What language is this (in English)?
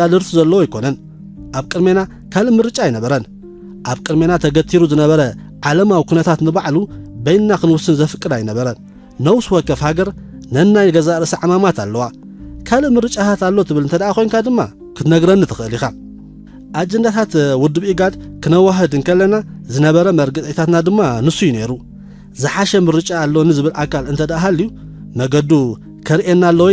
Tigrinya